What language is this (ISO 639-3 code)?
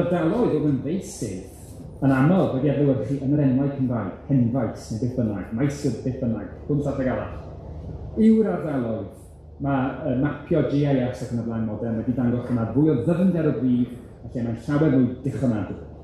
cym